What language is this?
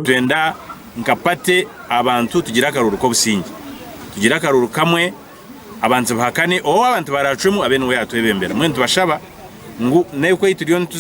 Nyankole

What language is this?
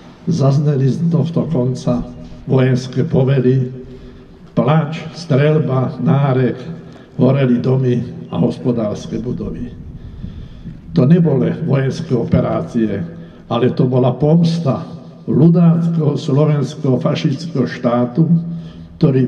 Slovak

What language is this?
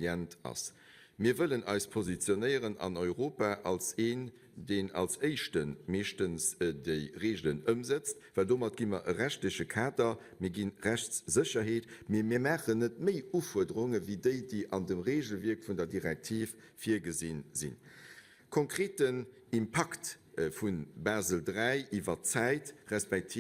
Luxembourgish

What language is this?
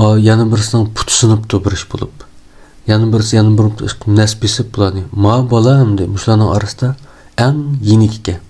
Uyghur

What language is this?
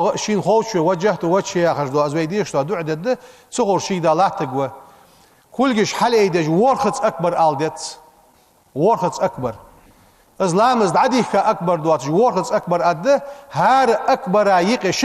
Ingush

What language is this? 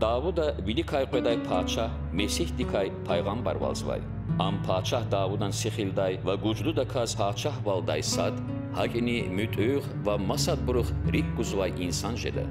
Lezghian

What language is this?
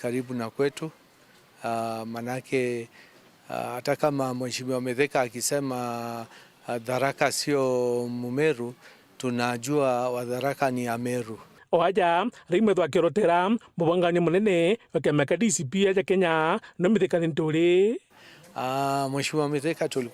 Meru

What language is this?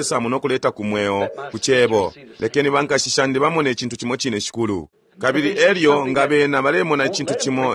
Bemba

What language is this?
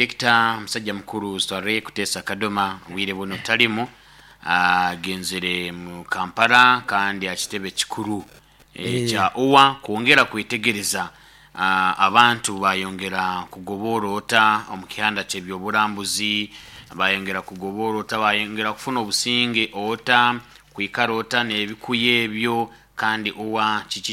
Nyoro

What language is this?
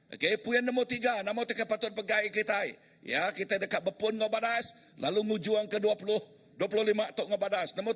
Iban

